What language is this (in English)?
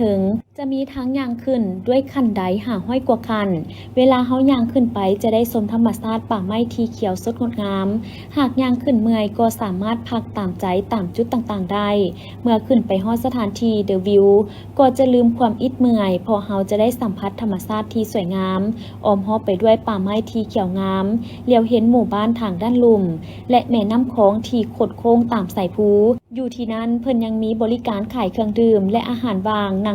Lao